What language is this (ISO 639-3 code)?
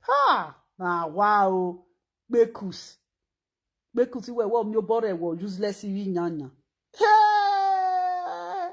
pcm